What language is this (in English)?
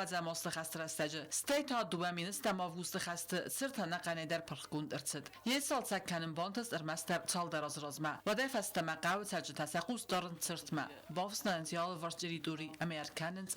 Ossetic